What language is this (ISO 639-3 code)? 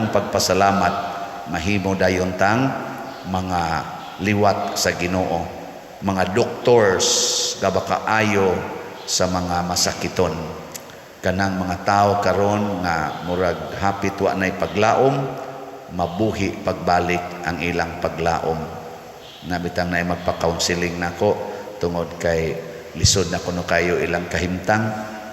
ceb